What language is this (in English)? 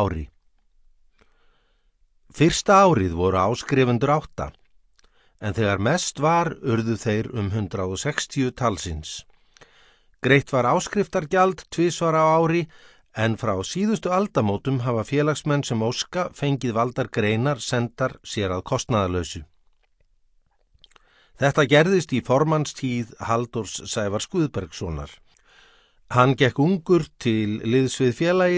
Icelandic